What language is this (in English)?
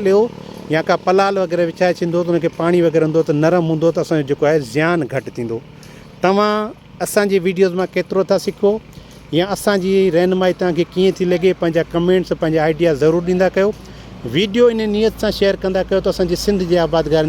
Sindhi